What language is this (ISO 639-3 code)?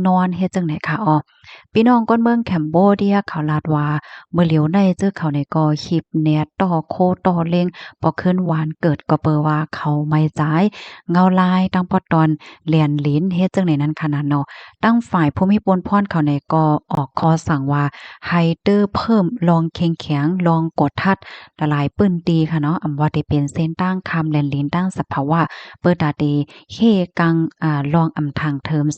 shn